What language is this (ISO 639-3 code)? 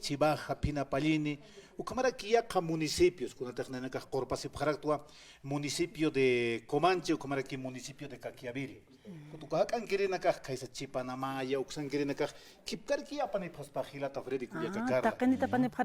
aym